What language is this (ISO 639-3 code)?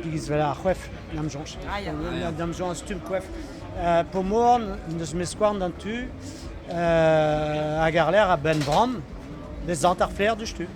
bre